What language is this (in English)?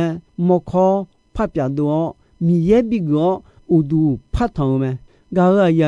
Akha